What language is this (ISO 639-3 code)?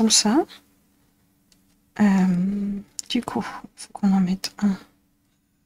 fra